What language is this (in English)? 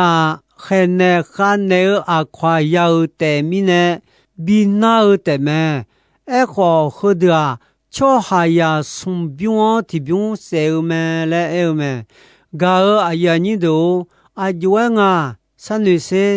Akha